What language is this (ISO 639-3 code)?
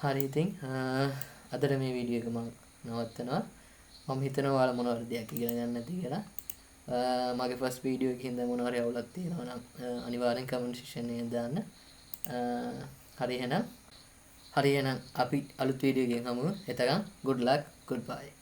sin